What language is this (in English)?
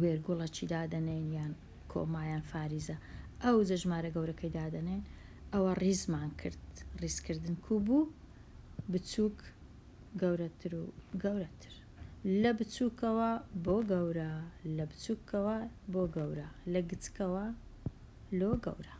Central Kurdish